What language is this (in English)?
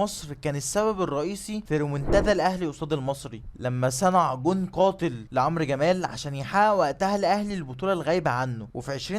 Egyptian Arabic